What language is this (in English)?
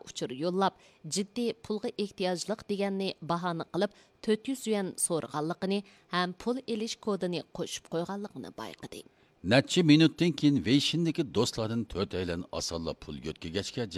Uyghur